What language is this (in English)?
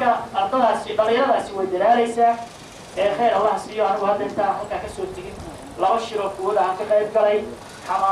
Somali